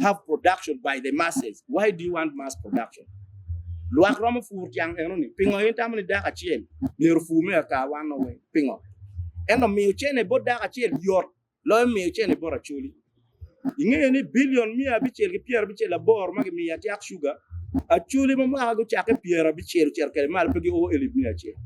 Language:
Acoli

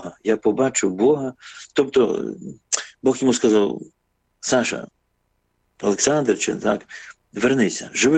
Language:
Ukrainian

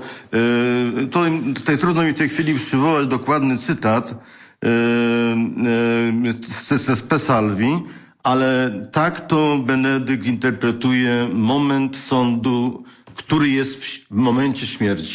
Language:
Polish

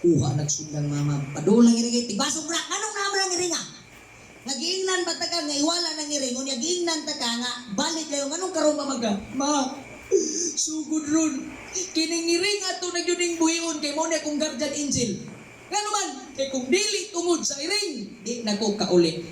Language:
Cebuano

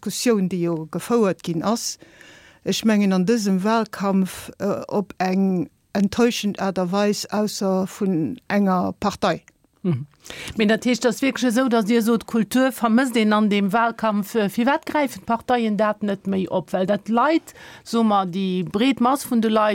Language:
Luxembourgish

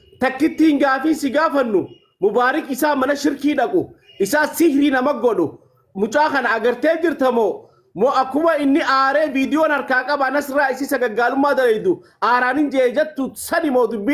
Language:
Oromo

